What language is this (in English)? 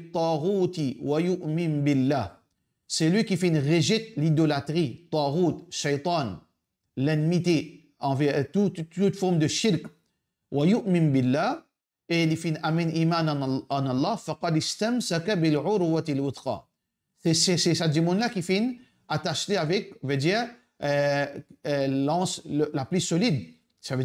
Morisyen